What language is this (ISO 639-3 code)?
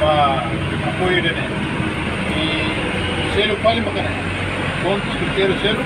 tet